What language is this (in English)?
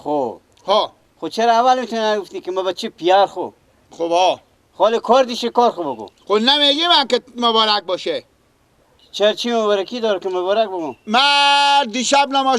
Persian